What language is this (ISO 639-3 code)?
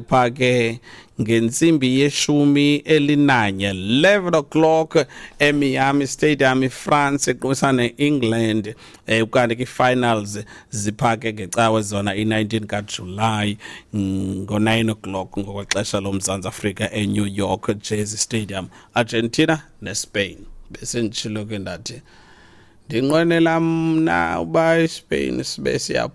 xho